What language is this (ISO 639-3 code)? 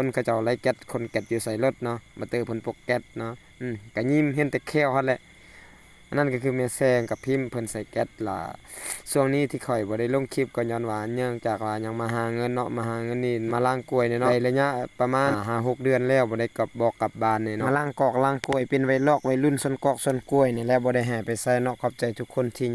lao